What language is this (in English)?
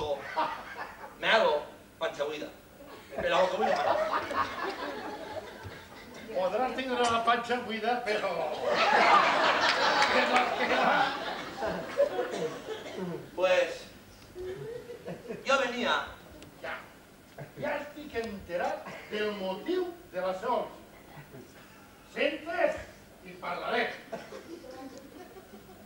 Catalan